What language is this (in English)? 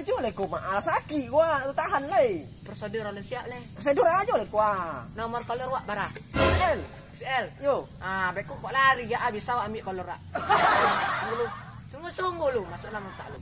Minangkabau